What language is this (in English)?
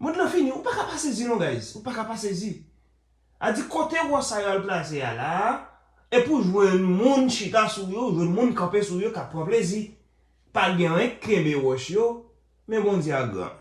Haitian Creole